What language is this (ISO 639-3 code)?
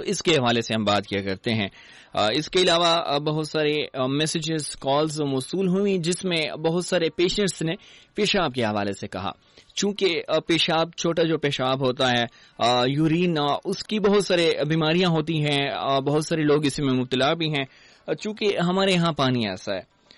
urd